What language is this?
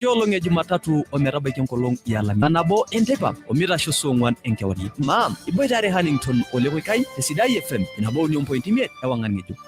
Masai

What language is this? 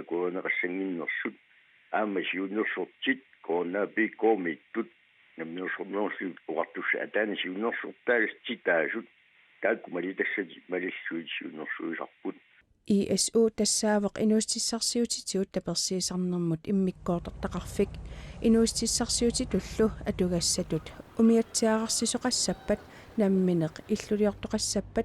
Kalaallisut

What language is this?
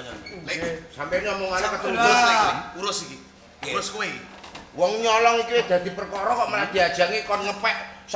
Javanese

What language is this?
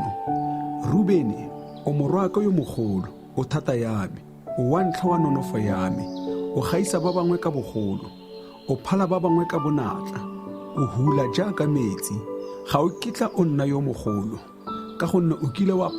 Tswana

